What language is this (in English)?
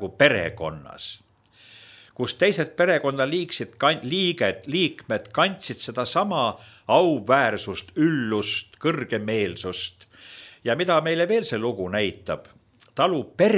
Estonian